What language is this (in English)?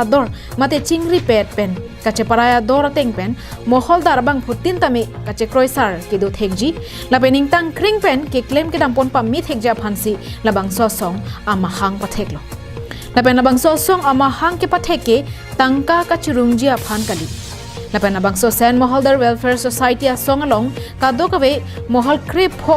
Karbi